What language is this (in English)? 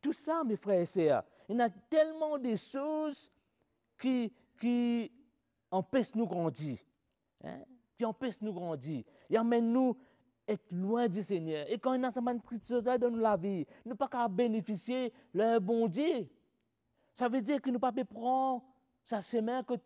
Morisyen